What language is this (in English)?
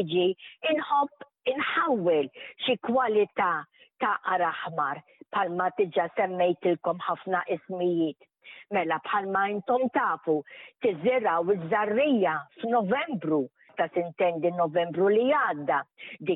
Maltese